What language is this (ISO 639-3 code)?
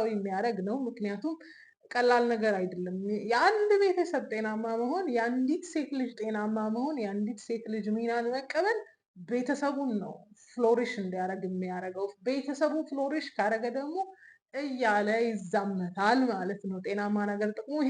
amh